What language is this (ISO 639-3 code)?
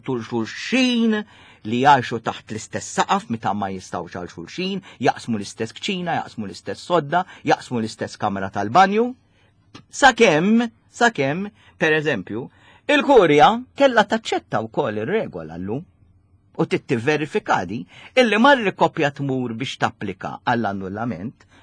mlt